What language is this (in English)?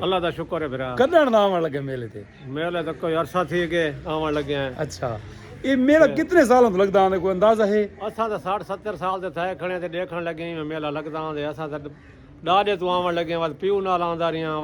Saraiki